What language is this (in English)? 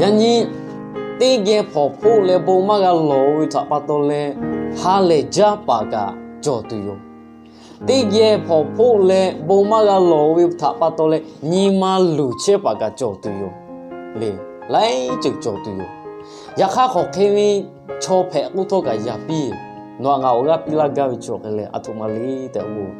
Lahu